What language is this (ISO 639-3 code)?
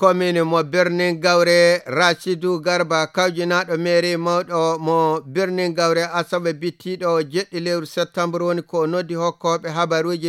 fuv